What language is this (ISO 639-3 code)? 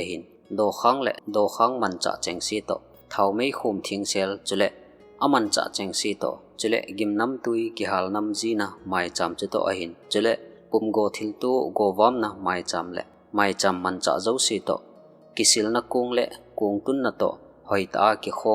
tcz